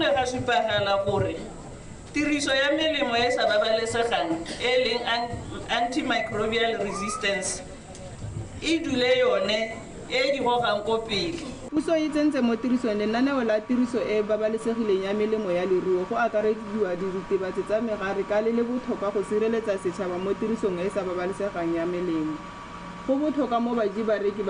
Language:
Tswana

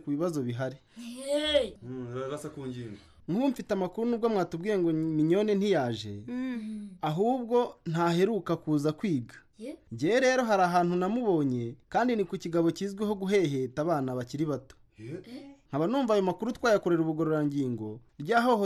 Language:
Kinyarwanda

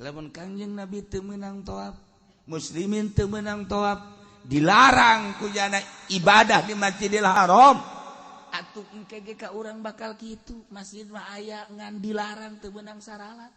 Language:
Sundanese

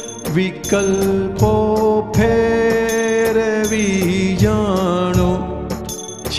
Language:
Gujarati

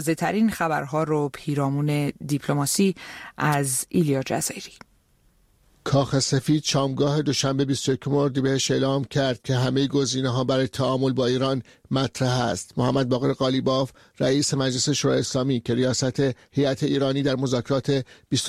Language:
Persian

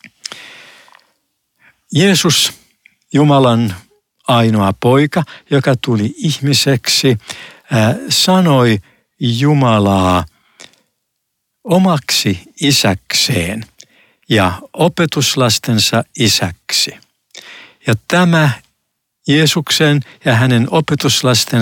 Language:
Finnish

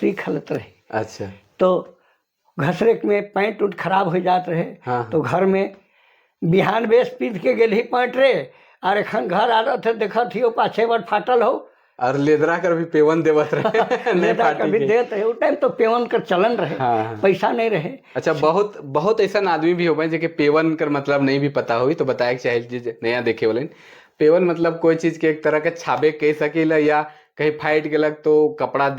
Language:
Sadri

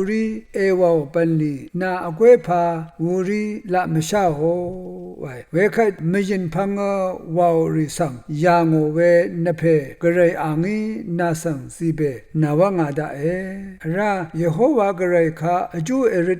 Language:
Rawang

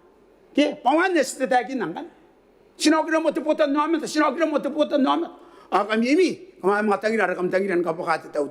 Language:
Gilbertese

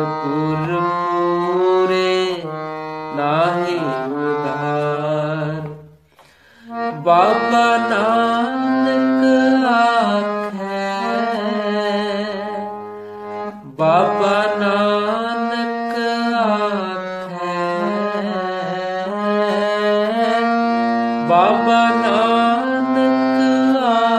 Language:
Punjabi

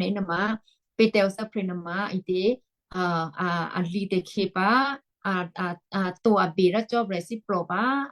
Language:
Western Kayah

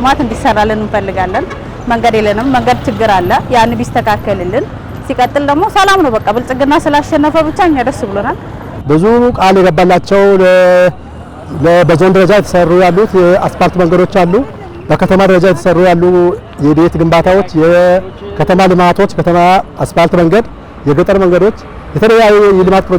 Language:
Amharic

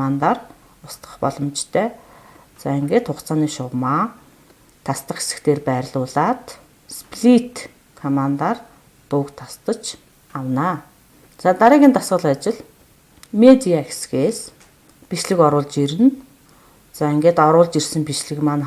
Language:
Mongolian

